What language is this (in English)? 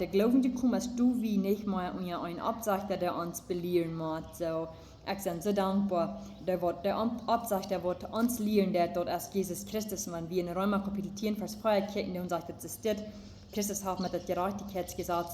Plautdietsch